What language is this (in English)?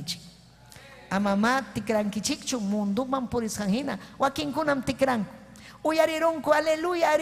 Ayacucho Quechua